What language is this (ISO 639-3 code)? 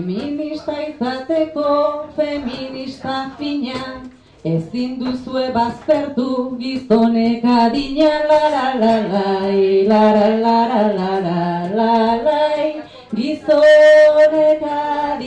eus